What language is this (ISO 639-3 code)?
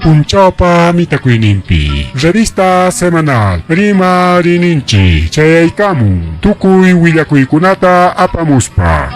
quy